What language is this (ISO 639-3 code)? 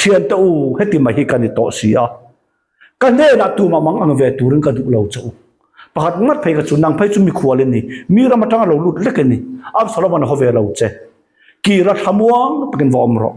lus